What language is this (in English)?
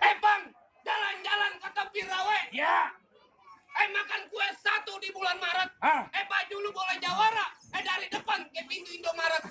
Betawi